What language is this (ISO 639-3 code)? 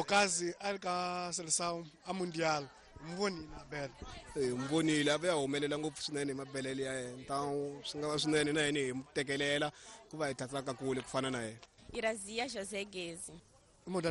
tso